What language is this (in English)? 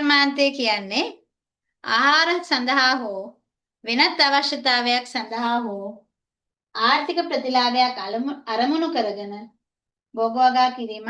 Sinhala